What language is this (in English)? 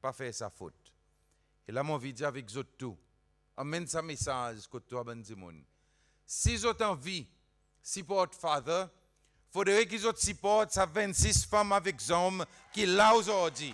Seselwa Creole French